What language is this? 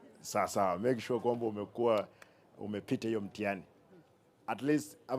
Gusii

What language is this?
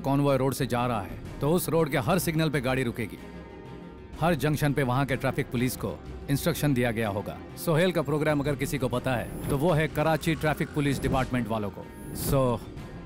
Hindi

